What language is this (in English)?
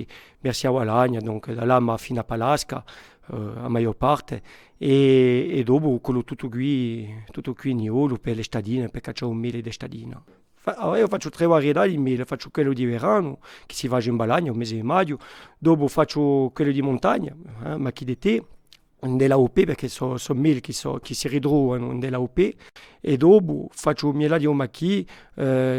Corsican